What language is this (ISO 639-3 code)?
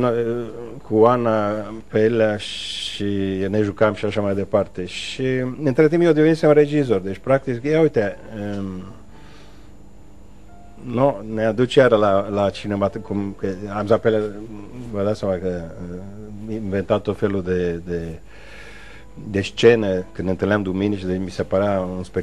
ron